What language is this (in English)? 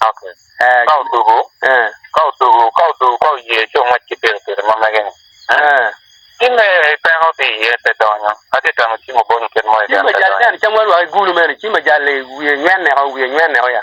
Acoli